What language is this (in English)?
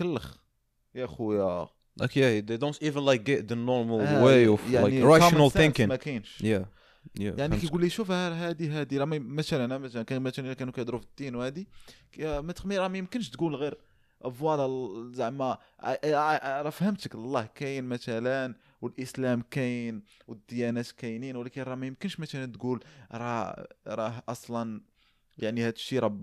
Moroccan Arabic